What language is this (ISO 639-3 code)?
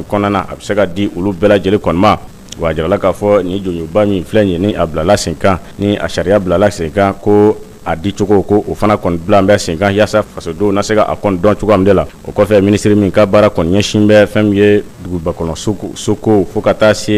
bam